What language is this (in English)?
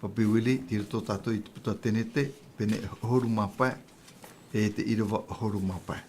Tahitian